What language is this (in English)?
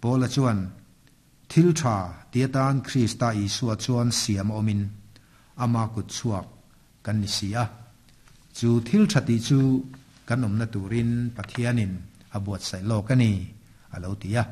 Mizo